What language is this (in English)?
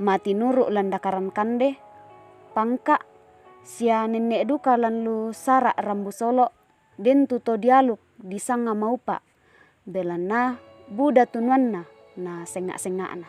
Toraja-Sa'dan